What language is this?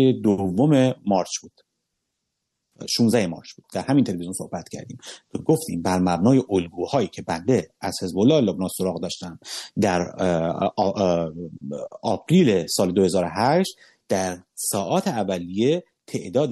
Persian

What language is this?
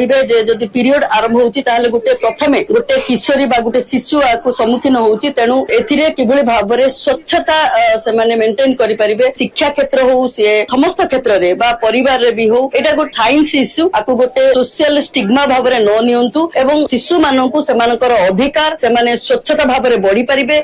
Odia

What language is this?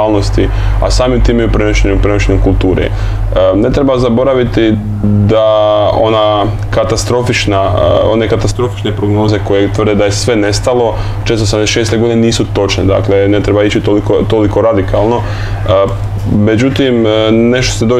Croatian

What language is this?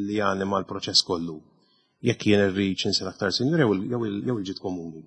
Maltese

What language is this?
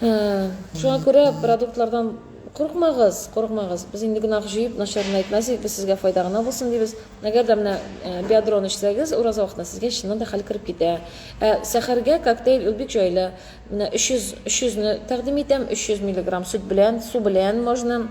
Tatar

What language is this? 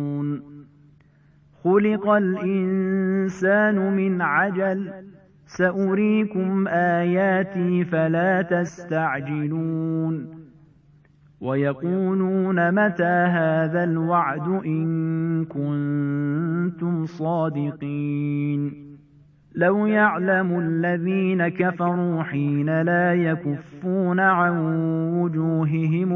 Arabic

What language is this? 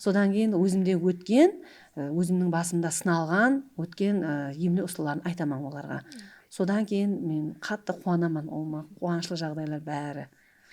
Kara-Kalpak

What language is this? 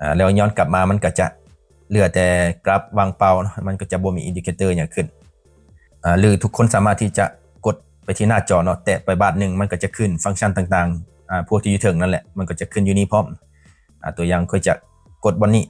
Lao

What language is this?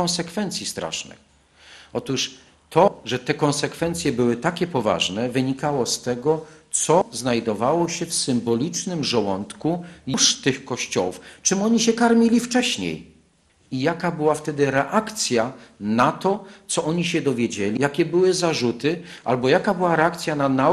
Polish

